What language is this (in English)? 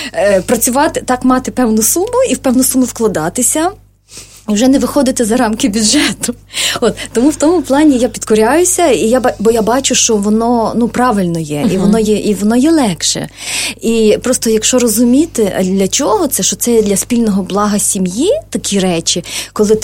Ukrainian